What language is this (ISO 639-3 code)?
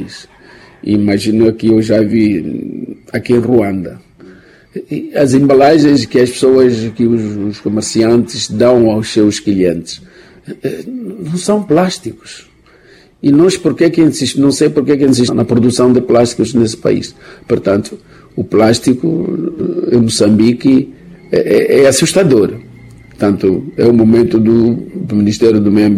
por